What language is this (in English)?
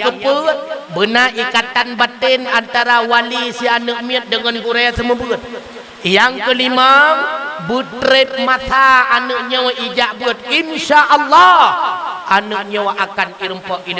Achinese